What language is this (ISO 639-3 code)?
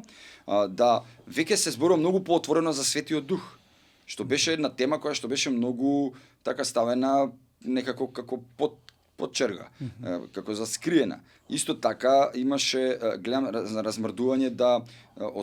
mkd